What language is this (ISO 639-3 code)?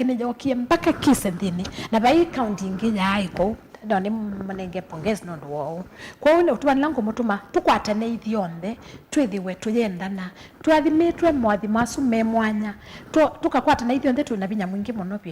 kam